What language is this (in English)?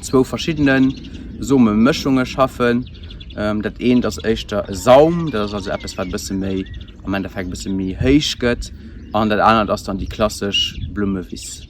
Luxembourgish